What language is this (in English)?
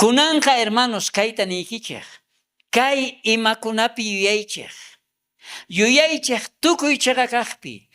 South Bolivian Quechua